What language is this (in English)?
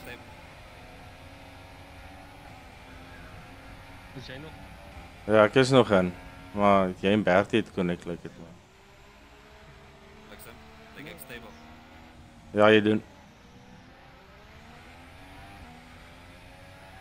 Afrikaans